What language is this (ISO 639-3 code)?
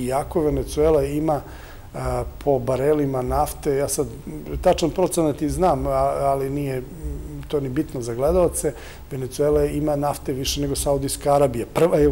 srp